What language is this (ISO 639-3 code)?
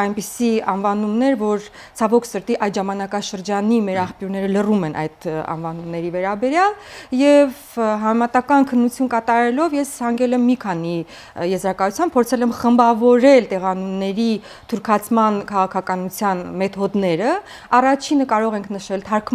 hye